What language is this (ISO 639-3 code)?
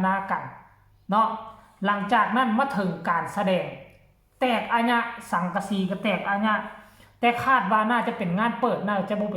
tts